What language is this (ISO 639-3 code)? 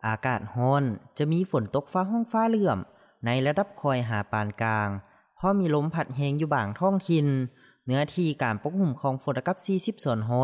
lao